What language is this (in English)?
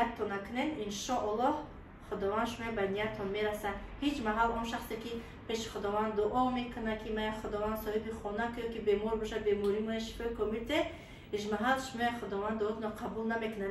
Tajik